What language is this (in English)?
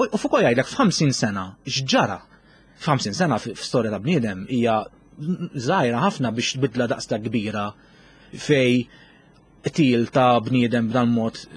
Maltese